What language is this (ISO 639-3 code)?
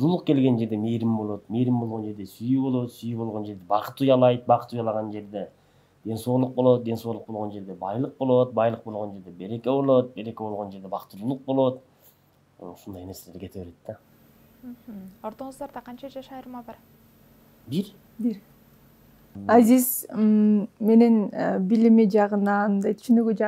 kir